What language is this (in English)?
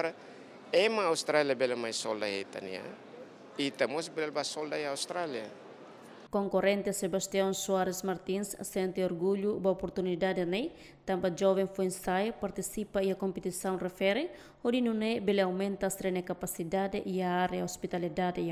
Tetum